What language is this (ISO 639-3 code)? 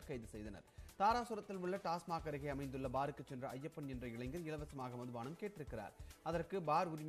tam